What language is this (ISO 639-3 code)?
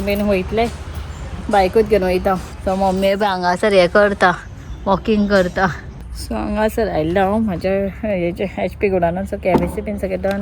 kok